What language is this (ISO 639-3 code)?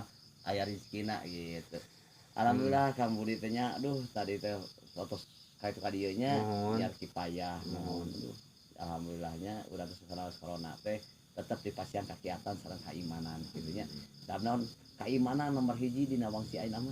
sun